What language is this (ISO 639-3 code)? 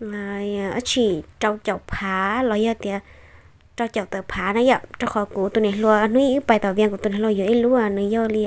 hmn